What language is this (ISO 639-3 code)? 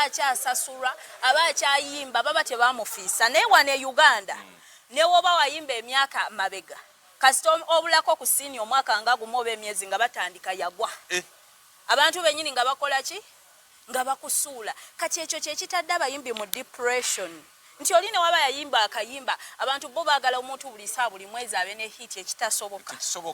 lug